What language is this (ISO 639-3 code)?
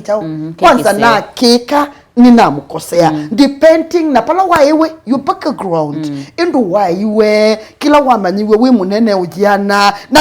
kam